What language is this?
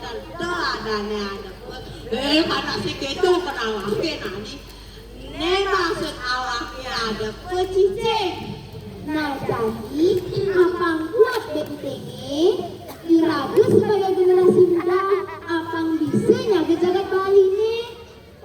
Balinese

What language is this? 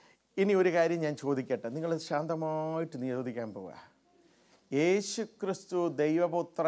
Malayalam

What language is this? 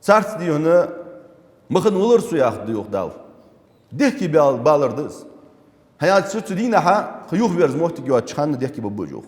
Ingush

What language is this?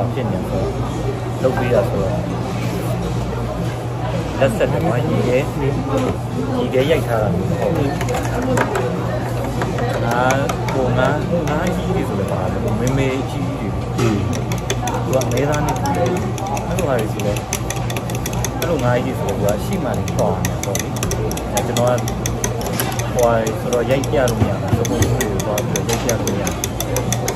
Burmese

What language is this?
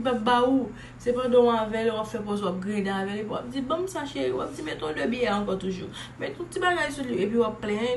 Haitian Creole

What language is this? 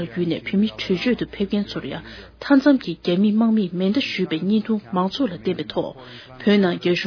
Tibetan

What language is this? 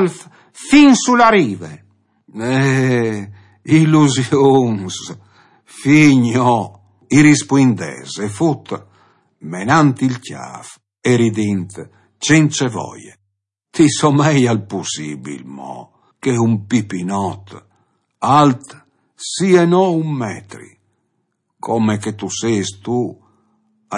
Friulian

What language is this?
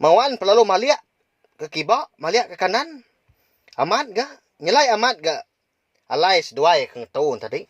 Iban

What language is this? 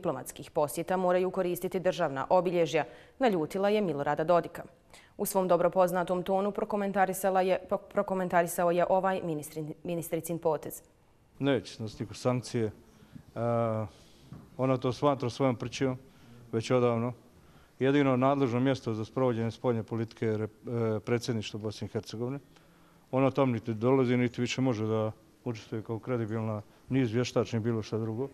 Bosnian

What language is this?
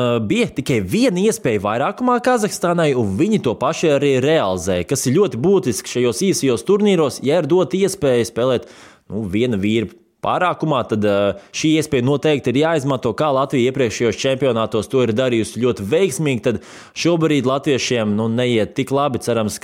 Latvian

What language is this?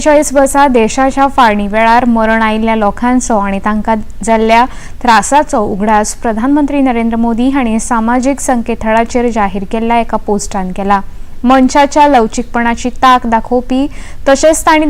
Konkani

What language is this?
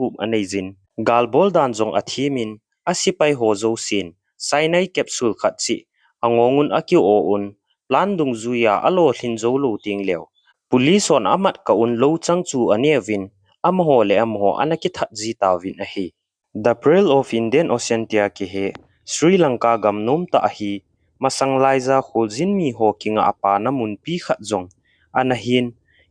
Thado Chin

